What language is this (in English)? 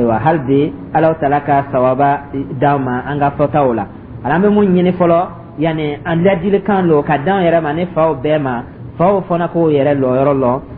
Dyula